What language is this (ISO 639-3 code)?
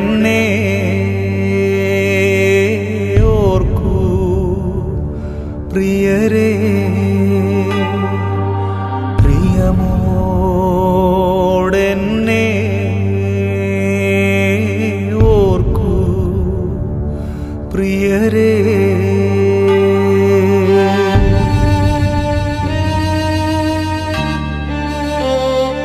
mal